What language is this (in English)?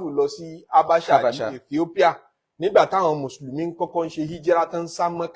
Yoruba